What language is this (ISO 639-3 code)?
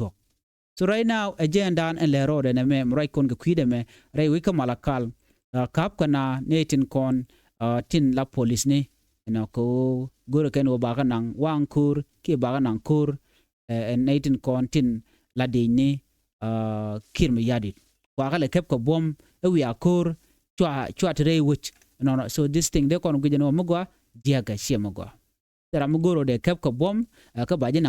nus